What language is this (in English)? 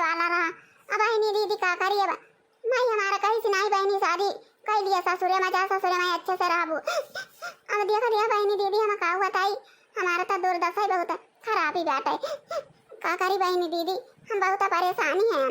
Awadhi